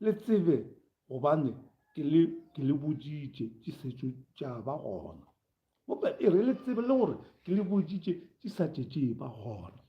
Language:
Northern Sotho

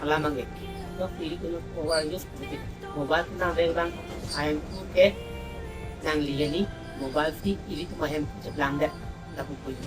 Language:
Karbi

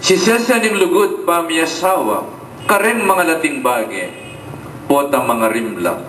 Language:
Pampanga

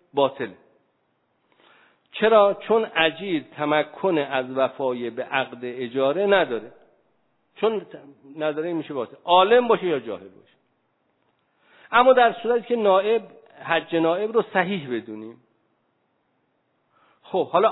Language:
Persian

